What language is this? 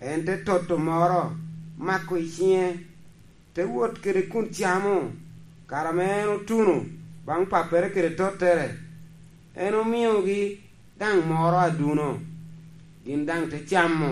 Lango (Uganda)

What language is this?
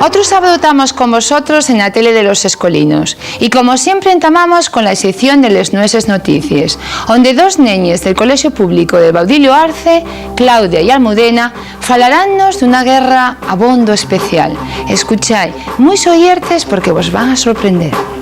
Asturian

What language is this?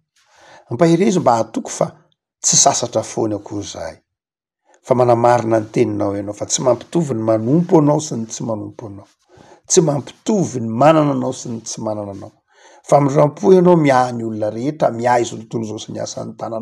Malagasy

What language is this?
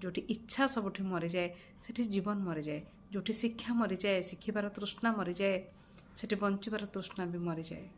Odia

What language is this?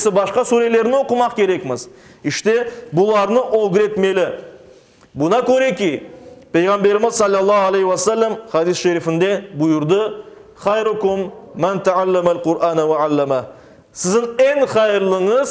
Crimean Tatar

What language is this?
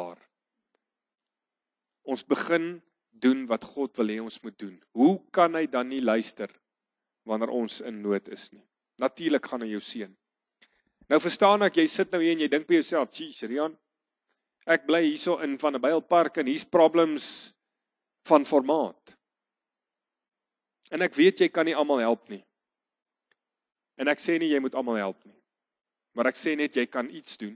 Afrikaans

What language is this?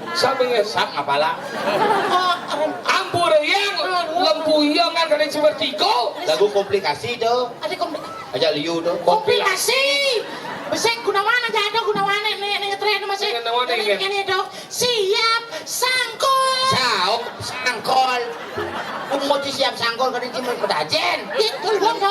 Balinese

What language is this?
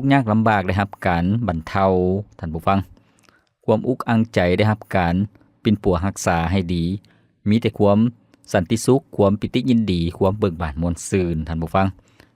Lao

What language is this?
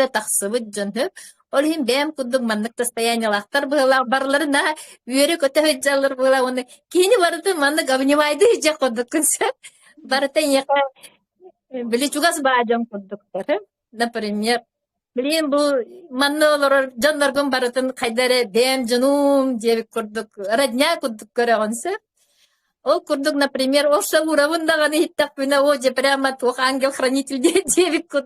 Yakut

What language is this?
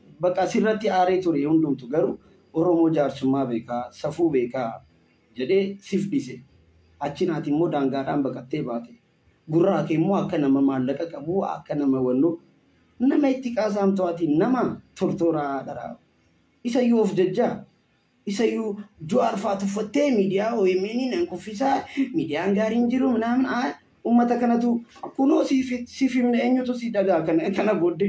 Oromo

